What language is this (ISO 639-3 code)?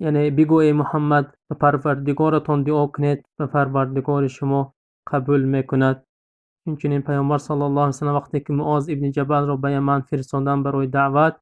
tgk